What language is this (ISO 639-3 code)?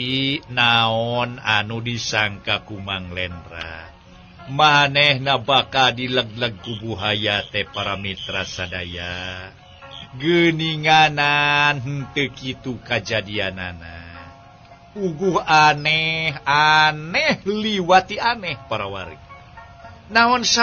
sun